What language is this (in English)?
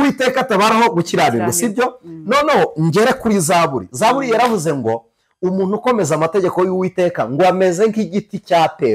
Kinyarwanda